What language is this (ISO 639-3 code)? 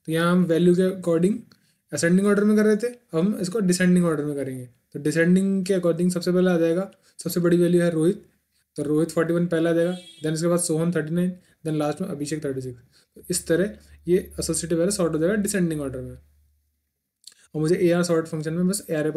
hin